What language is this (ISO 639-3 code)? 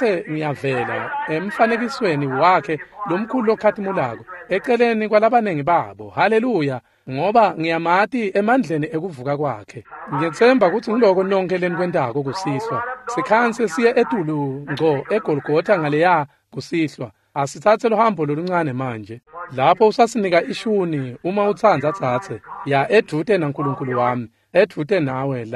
ssw